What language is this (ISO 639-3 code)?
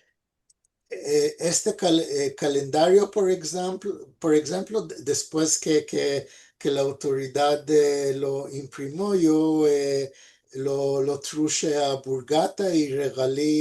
lad